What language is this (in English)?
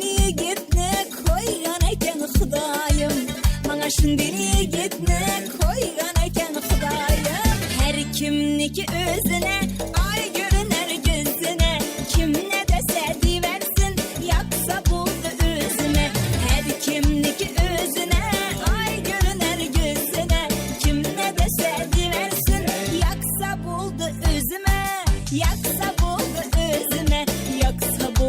Kara-Kalpak